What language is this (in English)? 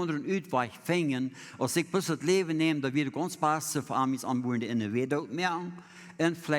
Plautdietsch